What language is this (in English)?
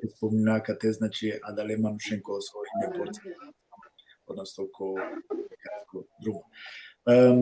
Balkan Romani